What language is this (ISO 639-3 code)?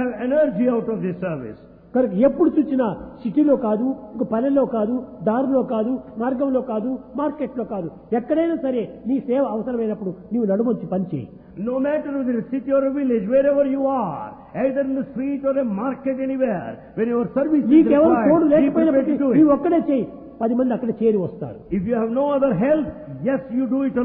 tel